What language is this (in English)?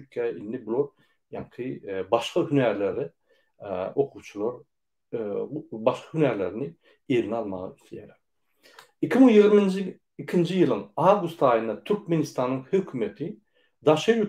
Turkmen